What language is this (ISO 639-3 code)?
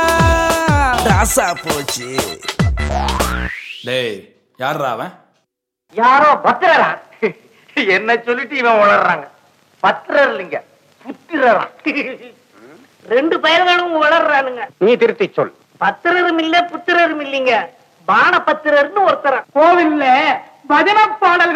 tam